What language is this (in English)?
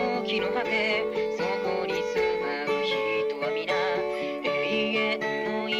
Japanese